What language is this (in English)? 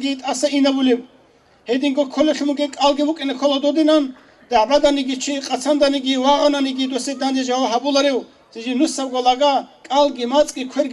Avaric